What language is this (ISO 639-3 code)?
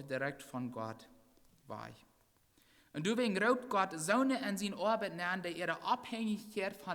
pdt